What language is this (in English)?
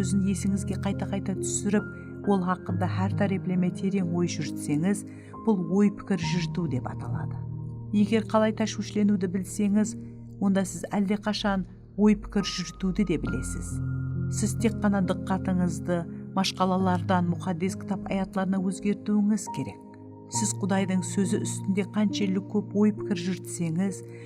Kara-Kalpak